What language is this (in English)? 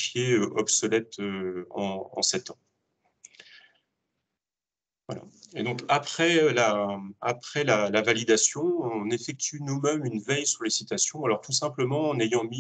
French